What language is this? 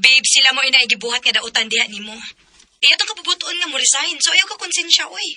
Cebuano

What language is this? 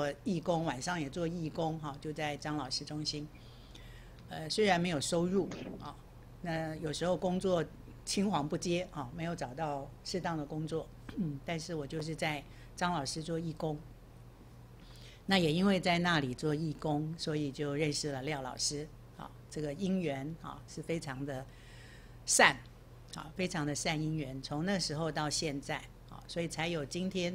Chinese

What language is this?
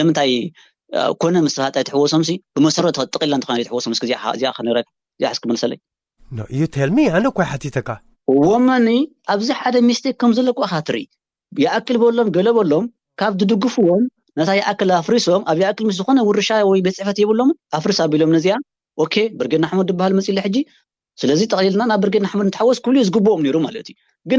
Tigrinya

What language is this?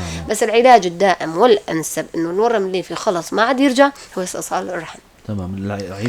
North Levantine Arabic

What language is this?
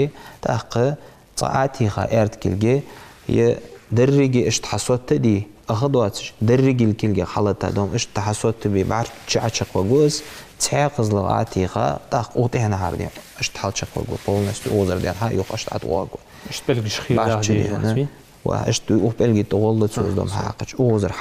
Ingush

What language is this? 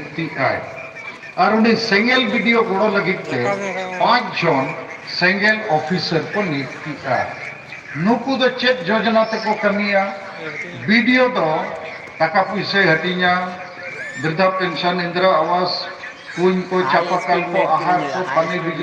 Santali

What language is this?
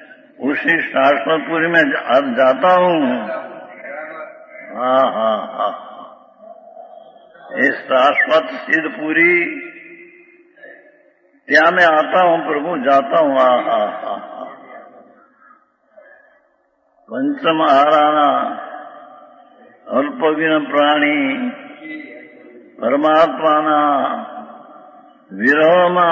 Gujarati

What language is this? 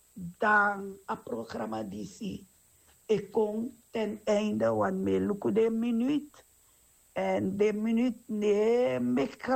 Sranan Tongo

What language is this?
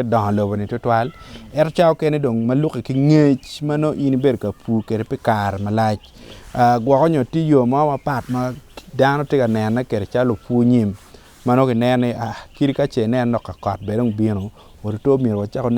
Acoli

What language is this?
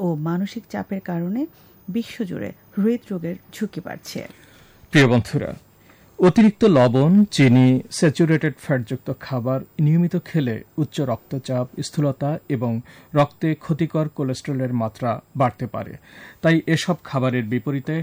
Bangla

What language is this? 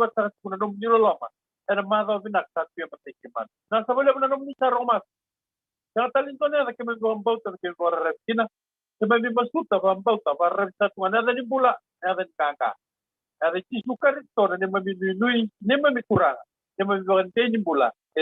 Fijian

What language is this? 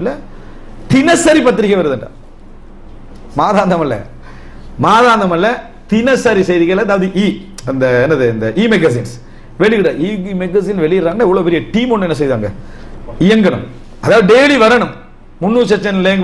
Tamil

